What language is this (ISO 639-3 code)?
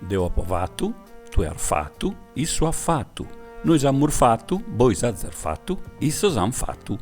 srd